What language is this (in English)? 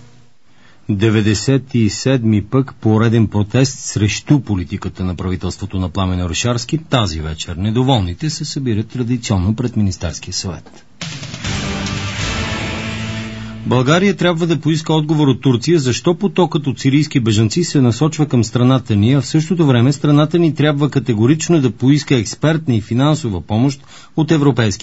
Bulgarian